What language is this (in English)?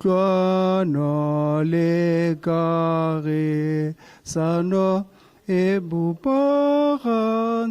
Tswana